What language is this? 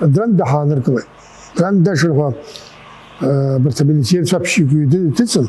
Abkhazian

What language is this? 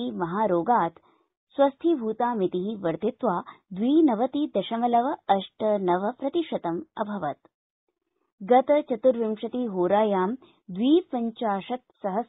Sanskrit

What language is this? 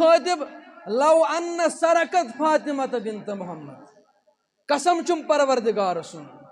Kashmiri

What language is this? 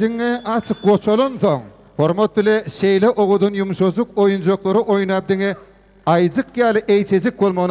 Turkmen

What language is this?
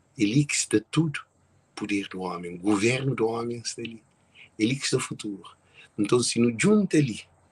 Kabuverdianu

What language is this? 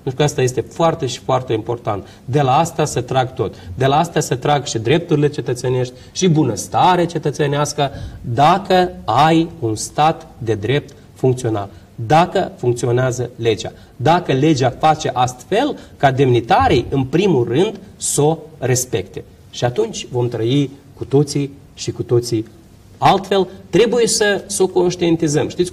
Romanian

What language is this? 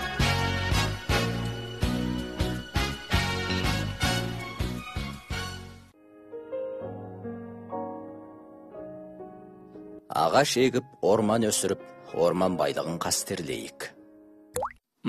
Kazakh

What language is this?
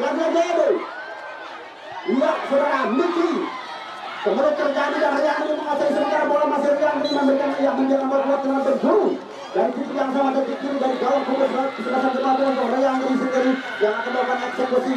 Indonesian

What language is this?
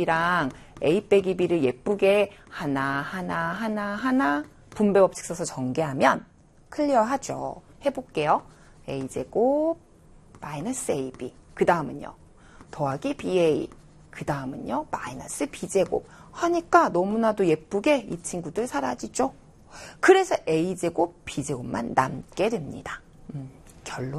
Korean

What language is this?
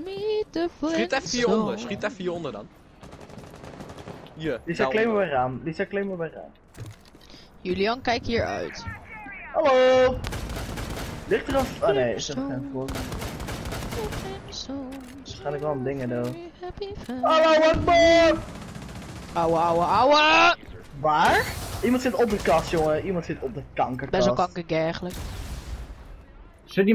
Dutch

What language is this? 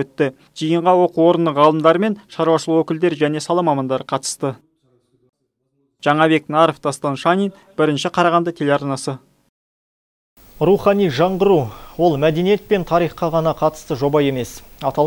Kazakh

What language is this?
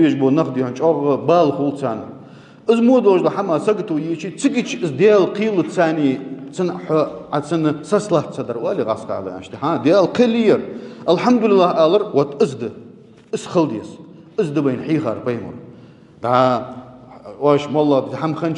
Ingush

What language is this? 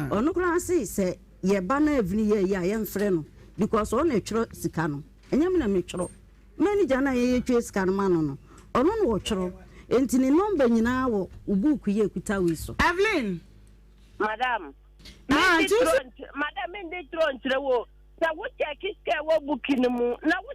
Akan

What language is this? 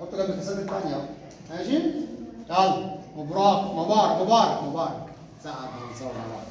Egyptian Arabic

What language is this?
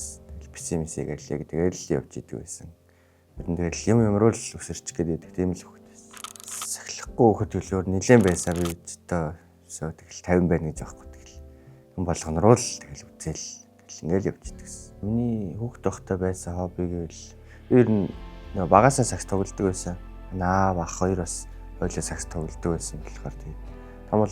Mongolian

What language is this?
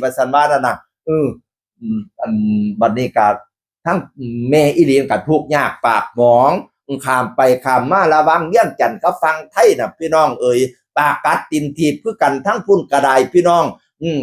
Northeastern Thai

